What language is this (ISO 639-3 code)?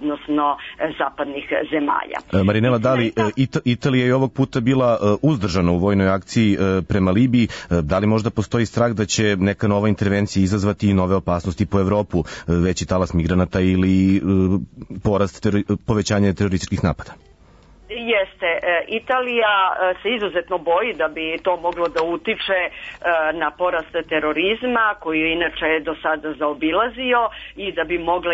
srp